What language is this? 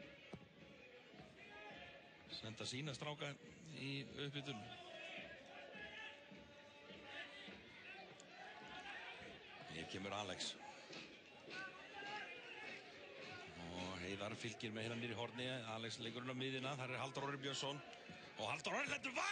Icelandic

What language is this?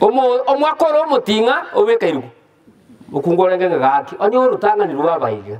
Gusii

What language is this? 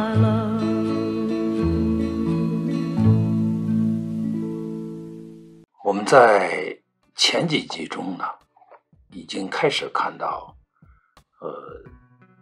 Chinese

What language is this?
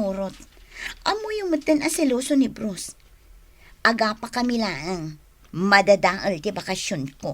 Iloko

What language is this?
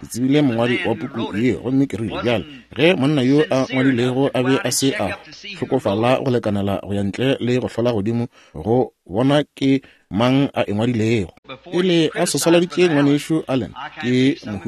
Northern Sotho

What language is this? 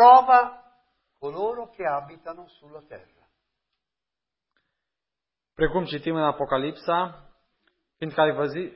Romanian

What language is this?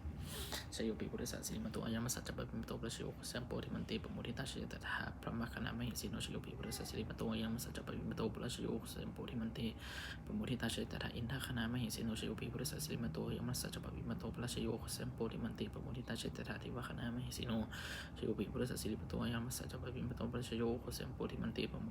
Pali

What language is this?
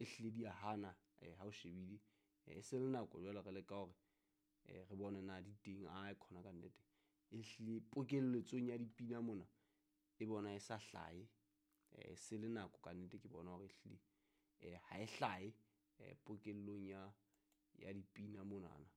Southern Sotho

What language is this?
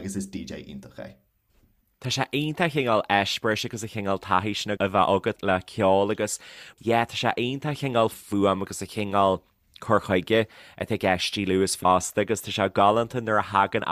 Irish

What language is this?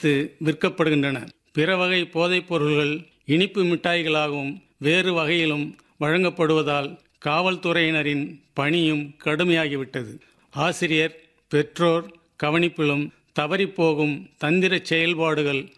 Tamil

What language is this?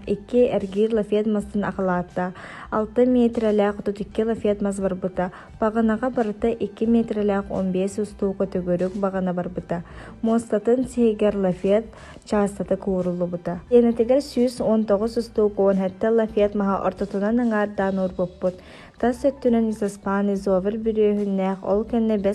Yakut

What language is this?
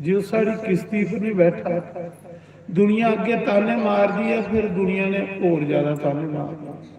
Dogri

